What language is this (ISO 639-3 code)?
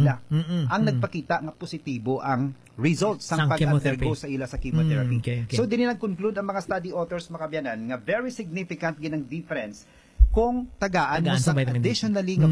hil